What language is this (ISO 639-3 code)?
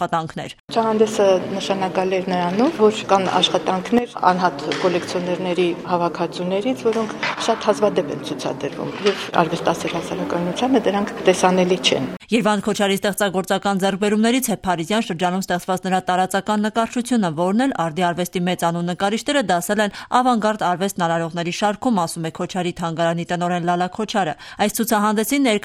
hye